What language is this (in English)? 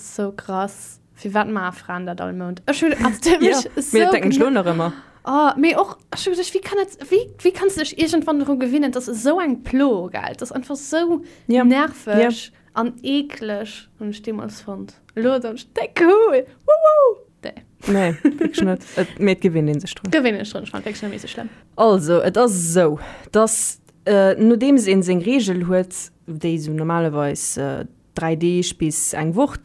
Luxembourgish